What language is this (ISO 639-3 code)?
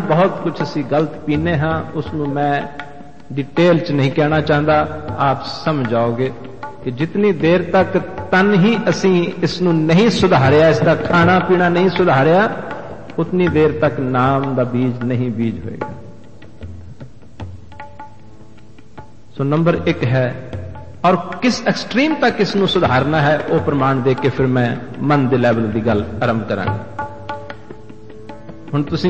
pan